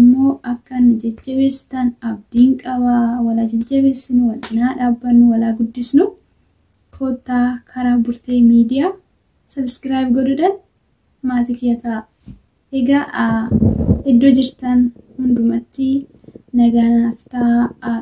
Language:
Oromo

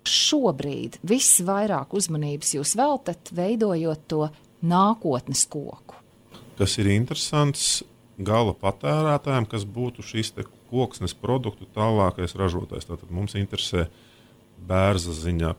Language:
Latvian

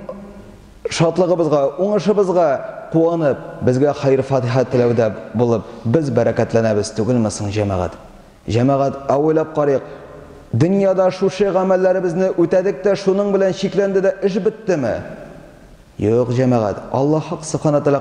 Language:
Tatar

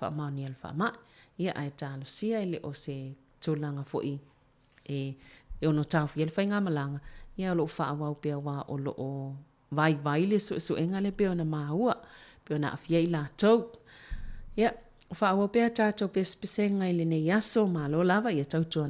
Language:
Samoan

